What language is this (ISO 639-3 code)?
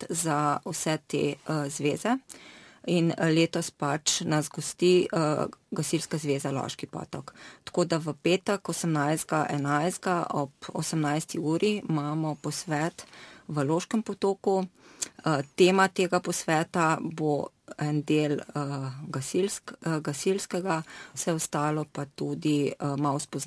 slv